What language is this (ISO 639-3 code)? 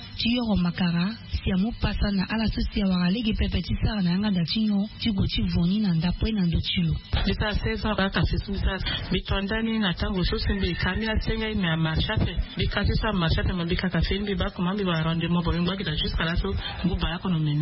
sag